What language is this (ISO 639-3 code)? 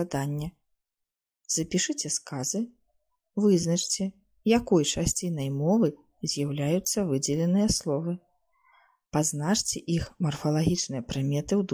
bel